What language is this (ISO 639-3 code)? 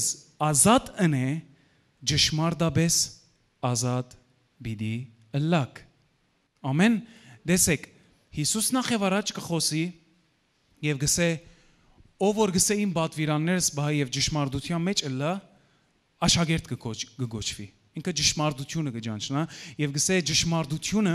hyw